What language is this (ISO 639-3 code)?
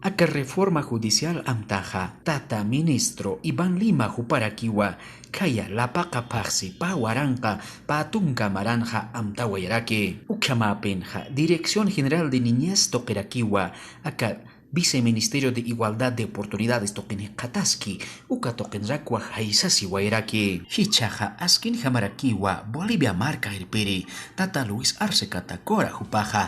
aym